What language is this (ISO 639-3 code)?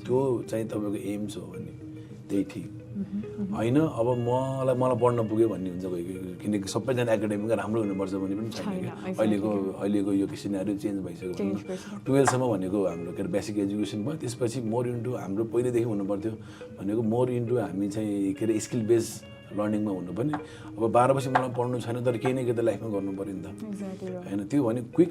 nep